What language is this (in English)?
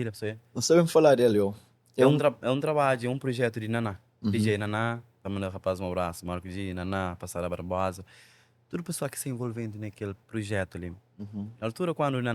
Kabuverdianu